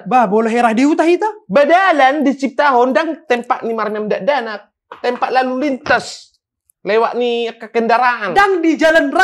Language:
Batak Toba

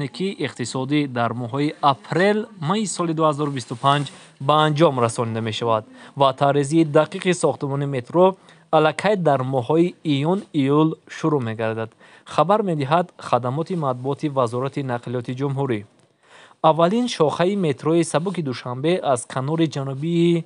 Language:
Tajik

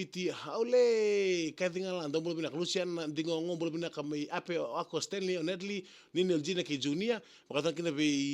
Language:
Fijian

